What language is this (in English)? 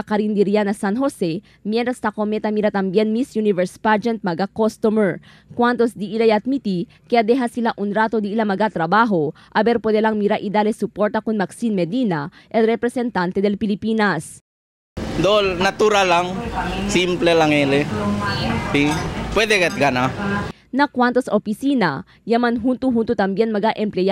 Chavacano